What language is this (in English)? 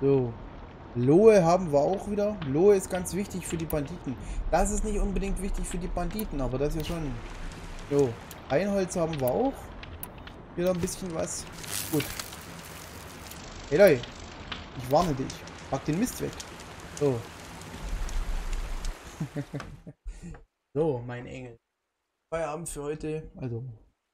German